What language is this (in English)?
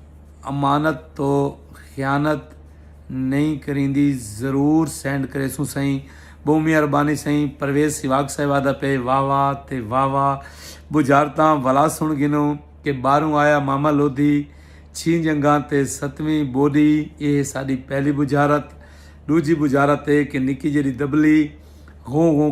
Saraiki